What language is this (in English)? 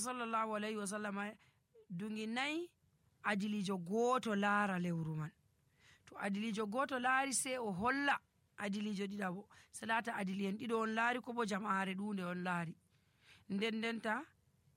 Nigerian Fulfulde